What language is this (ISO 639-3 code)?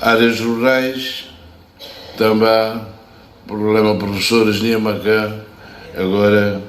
tet